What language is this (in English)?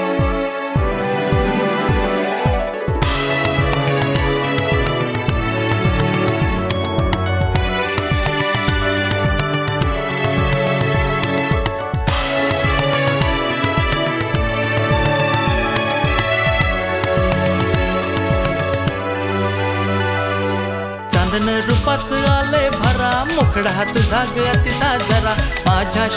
Marathi